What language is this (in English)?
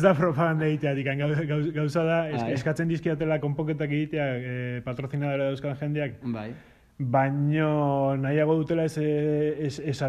Basque